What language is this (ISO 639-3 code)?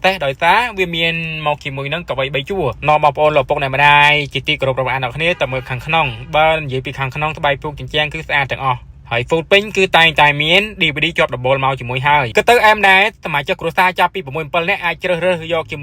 khm